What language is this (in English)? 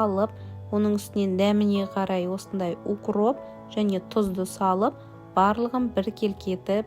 Kazakh